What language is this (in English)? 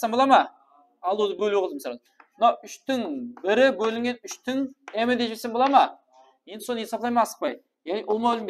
Kara-Kalpak